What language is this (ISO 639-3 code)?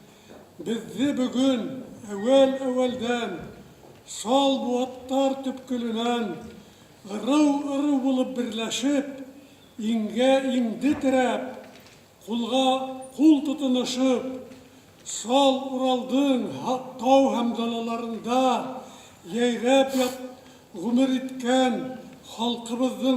bak